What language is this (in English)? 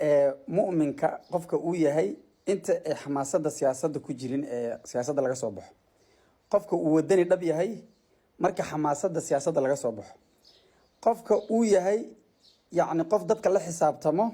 Somali